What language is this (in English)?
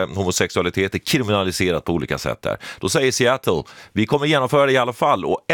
Swedish